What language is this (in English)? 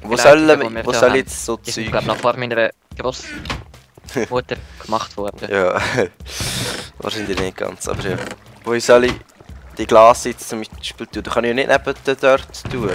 Swiss German